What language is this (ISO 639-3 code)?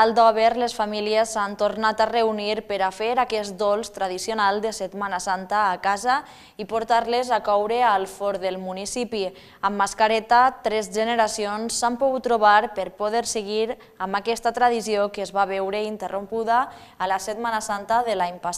cat